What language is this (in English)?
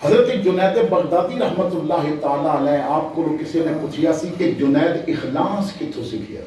Western Panjabi